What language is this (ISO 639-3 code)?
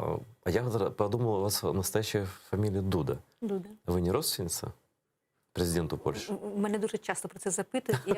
crh